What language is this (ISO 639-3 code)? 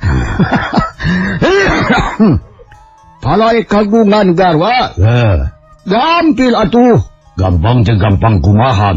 sun